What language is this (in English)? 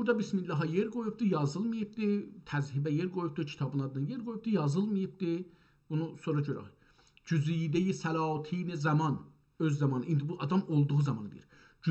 South Azerbaijani